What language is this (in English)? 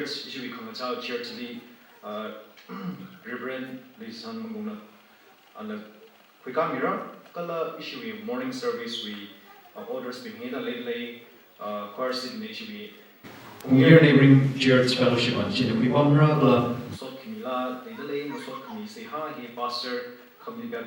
Tangkhul Naga (India)